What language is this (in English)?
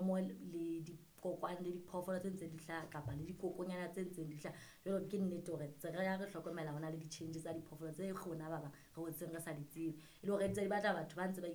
Southern Sotho